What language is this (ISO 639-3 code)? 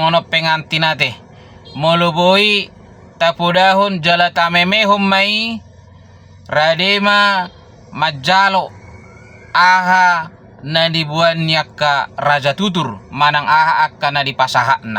bbc